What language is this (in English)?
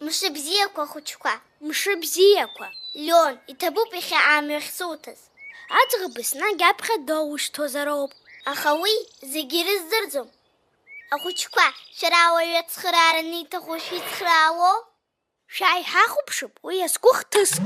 Abkhazian